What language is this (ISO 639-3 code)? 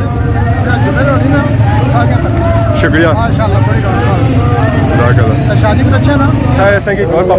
phr